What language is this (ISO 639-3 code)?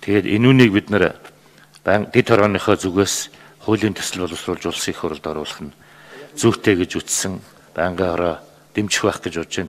mon